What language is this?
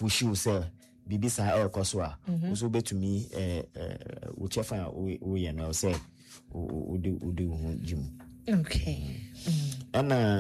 Akan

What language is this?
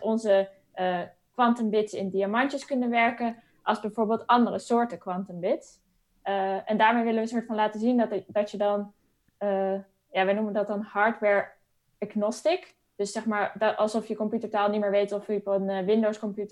Dutch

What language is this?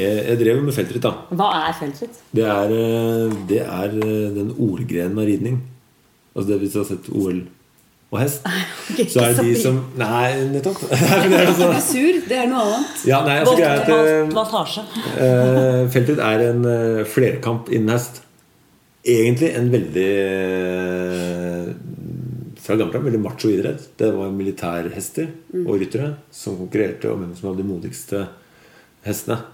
Norwegian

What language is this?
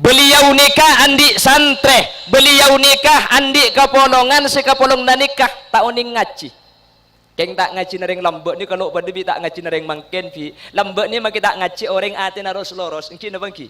Madurese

